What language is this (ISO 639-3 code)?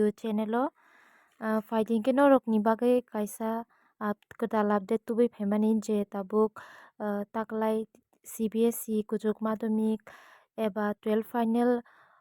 trp